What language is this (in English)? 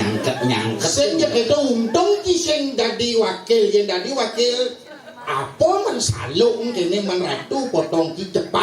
Balinese